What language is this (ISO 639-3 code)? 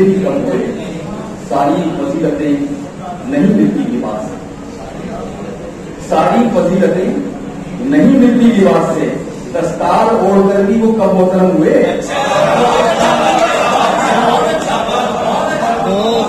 urd